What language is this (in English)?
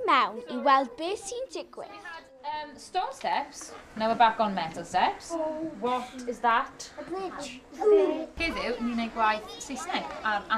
Welsh